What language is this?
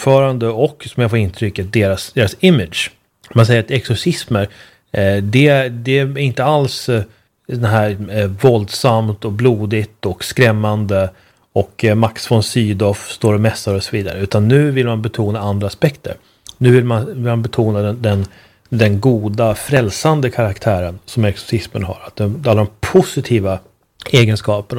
Swedish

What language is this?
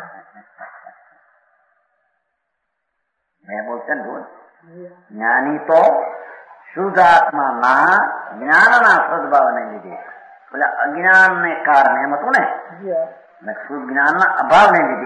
Gujarati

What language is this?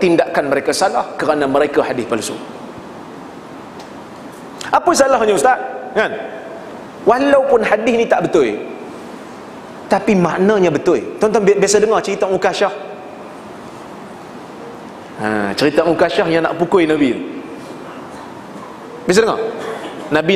Malay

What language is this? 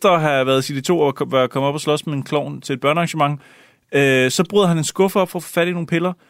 Danish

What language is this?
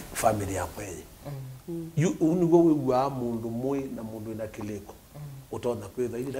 Kamba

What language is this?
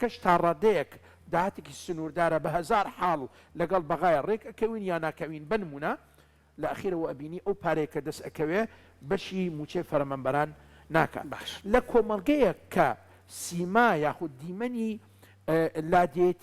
Central Kurdish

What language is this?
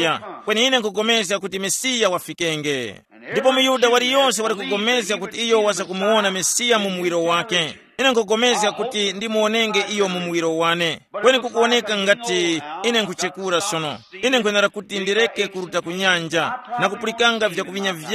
Tumbuka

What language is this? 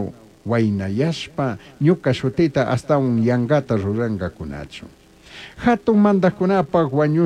Chimborazo Highland Quichua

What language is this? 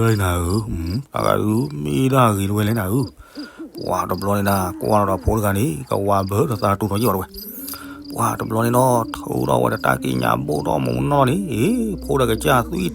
S'gaw Karen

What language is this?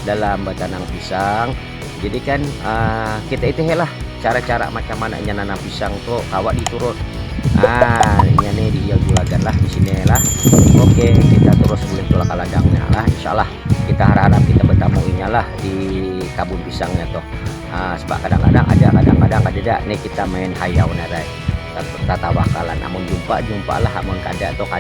Banjar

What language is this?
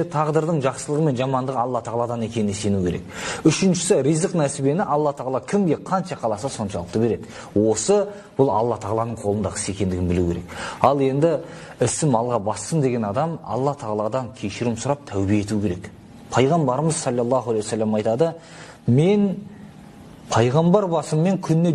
Kazakh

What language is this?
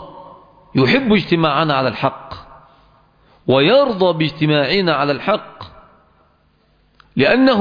Arabic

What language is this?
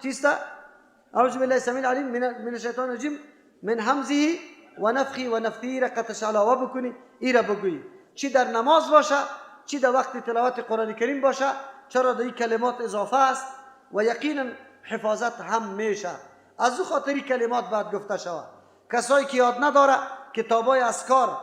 Persian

